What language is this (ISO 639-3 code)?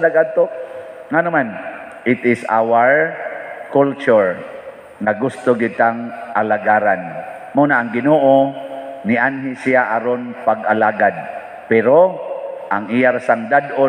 ceb